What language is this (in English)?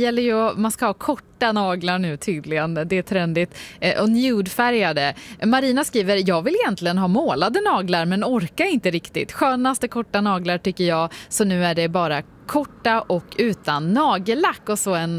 Swedish